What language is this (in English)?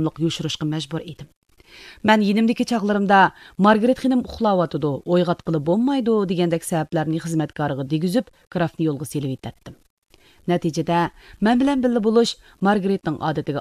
Uyghur